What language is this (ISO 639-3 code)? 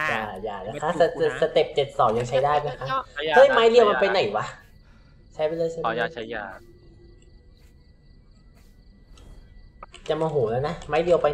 tha